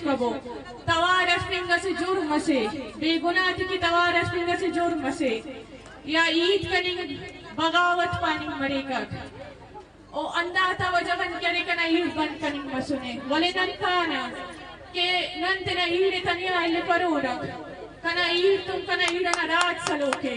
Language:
Brahui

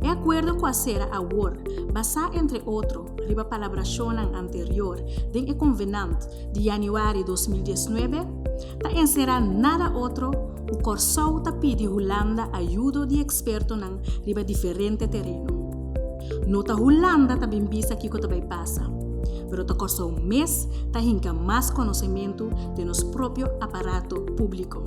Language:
Papiamento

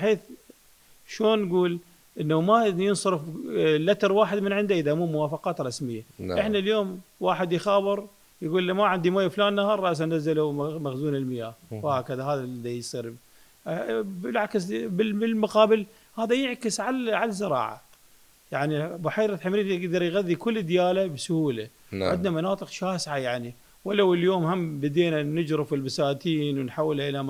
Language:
Mesopotamian Arabic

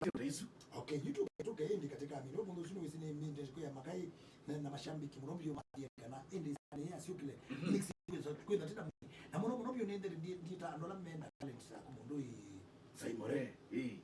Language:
Kamba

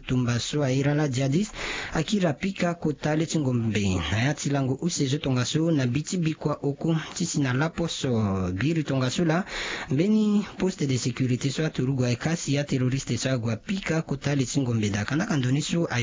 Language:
Sango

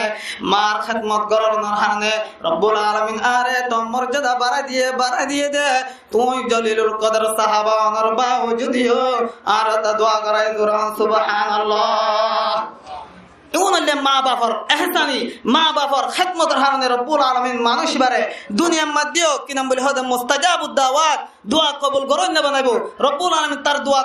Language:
Rohingya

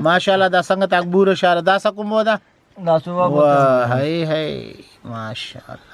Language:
Brahui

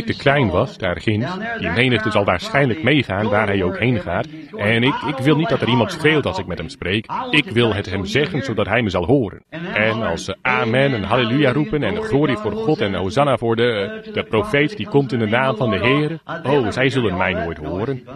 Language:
Dutch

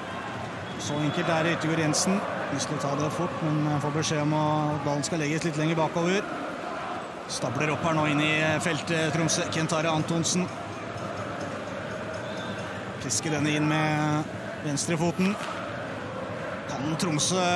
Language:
Norwegian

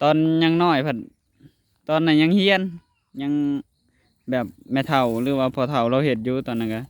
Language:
Northeastern Thai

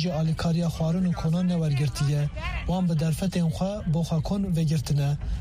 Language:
Kurdish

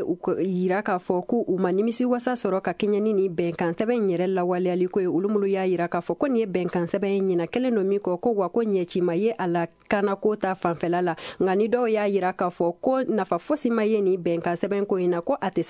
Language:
Bambara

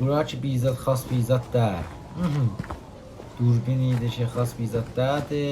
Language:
South Azerbaijani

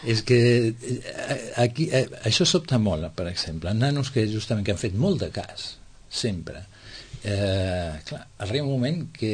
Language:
Catalan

